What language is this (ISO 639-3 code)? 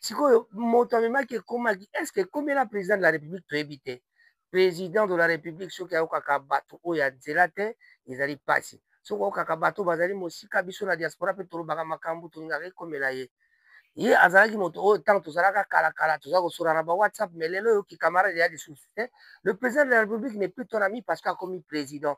lin